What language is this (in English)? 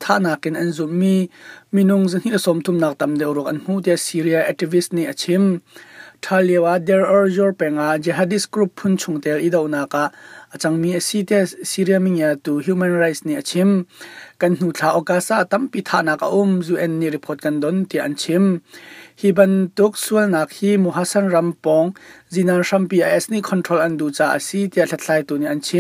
Hakha Chin